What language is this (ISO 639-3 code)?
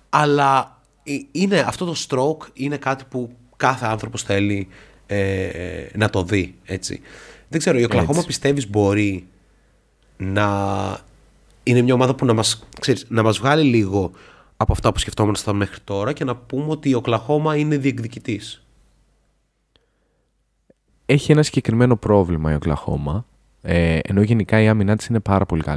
ell